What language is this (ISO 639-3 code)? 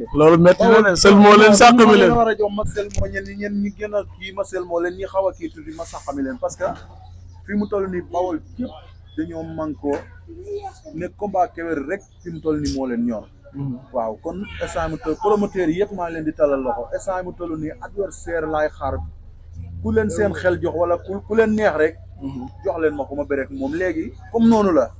wol